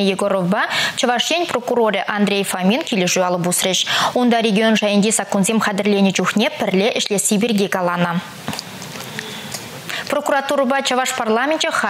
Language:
Chuvash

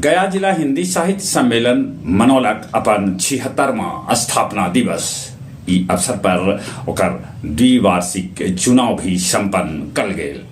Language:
Magahi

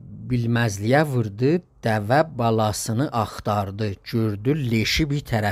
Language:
South Azerbaijani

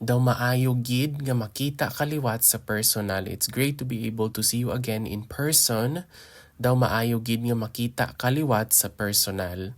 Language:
Hiligaynon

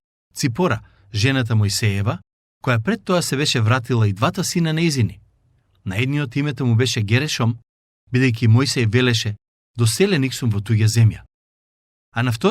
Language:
Macedonian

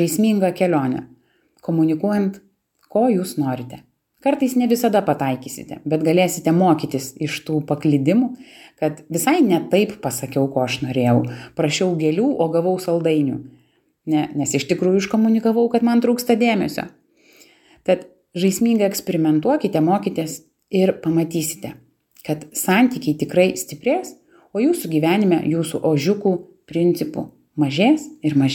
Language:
Lithuanian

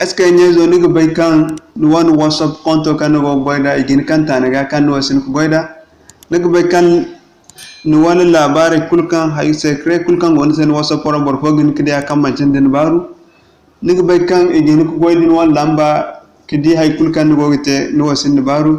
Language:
Zarma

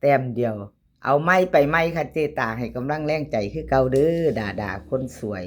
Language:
Lao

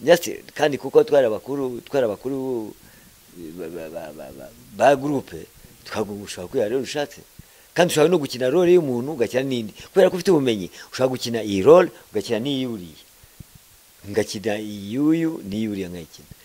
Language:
Kinyarwanda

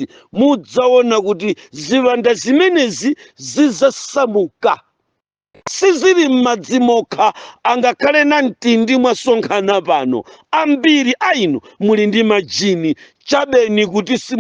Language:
Nyanja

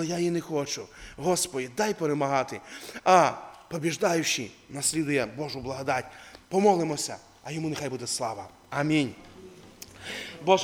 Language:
Ukrainian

